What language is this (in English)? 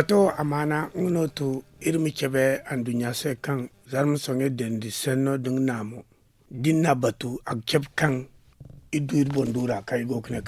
Zarma